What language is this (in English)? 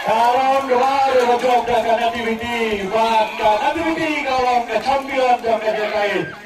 Khasi